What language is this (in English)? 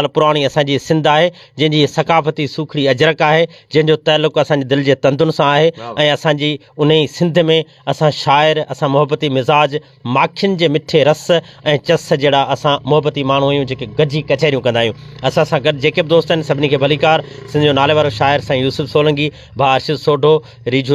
Sindhi